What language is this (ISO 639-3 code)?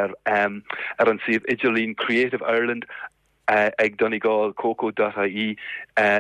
gle